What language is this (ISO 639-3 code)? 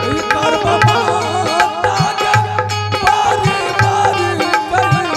anp